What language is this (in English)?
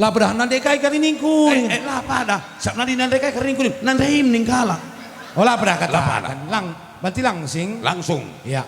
Batak Karo